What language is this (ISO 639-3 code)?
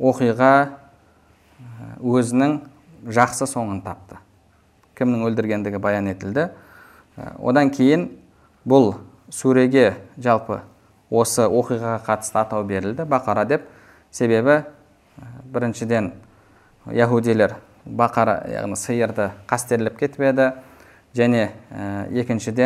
kaz